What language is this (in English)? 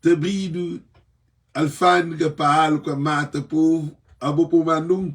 Kabuverdianu